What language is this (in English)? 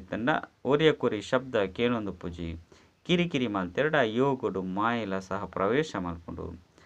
Tulu